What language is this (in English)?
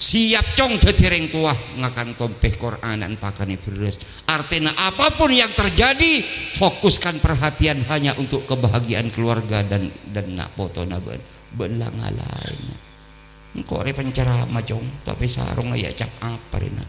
Madurese